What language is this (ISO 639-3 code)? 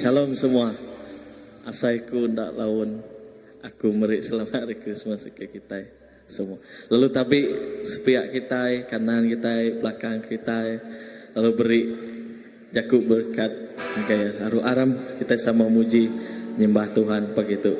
iba